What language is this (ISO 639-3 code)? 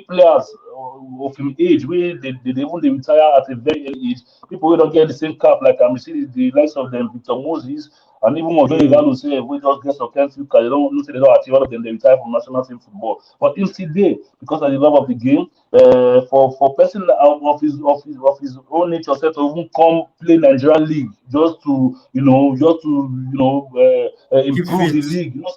pcm